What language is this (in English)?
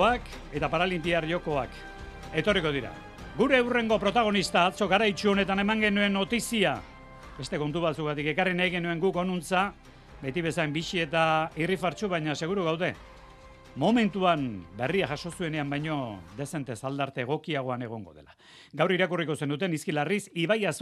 Basque